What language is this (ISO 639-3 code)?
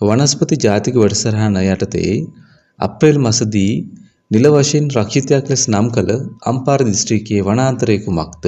sin